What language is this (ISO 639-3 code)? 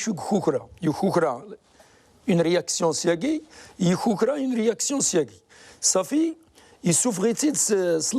kab